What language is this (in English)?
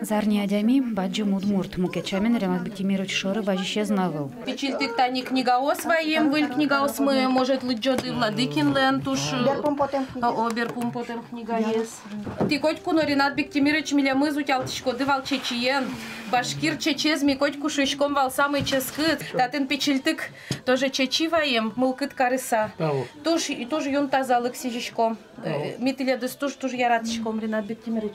Udmurt